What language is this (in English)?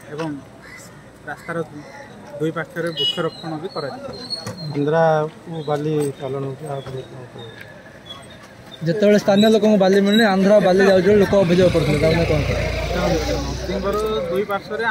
Odia